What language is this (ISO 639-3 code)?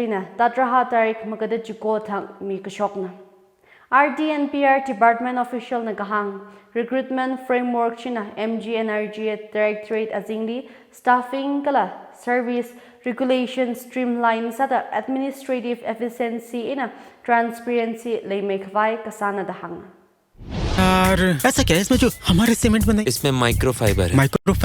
nmf